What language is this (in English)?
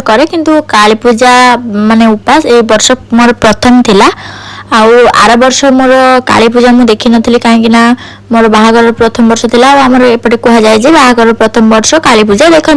Odia